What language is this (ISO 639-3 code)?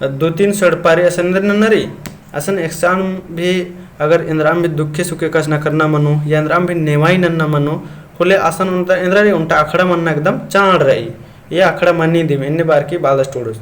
kru